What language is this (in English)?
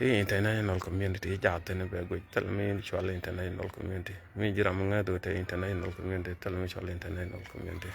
Nuer